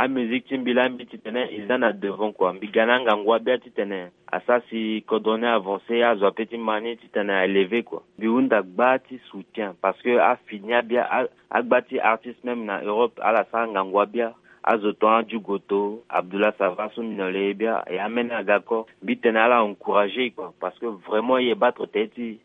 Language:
Sango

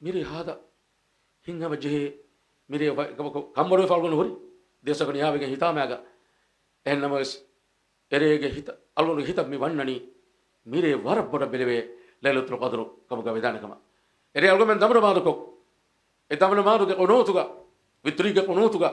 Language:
Divehi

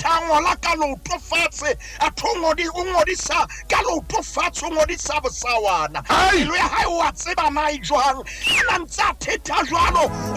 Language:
Southern Sotho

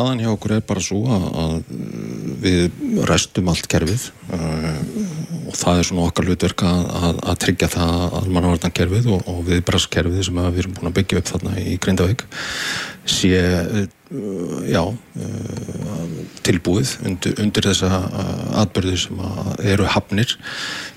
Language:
Icelandic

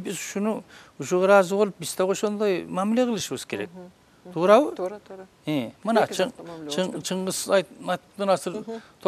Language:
Kyrgyz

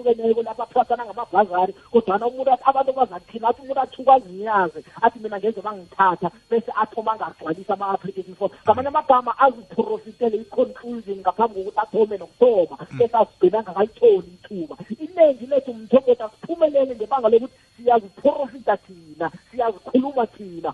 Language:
South Ndebele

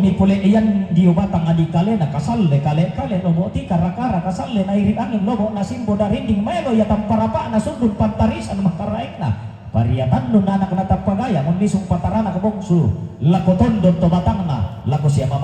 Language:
Toraja-Sa'dan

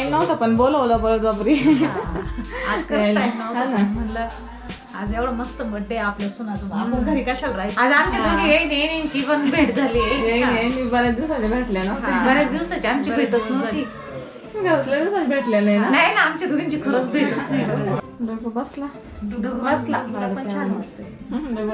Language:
Marathi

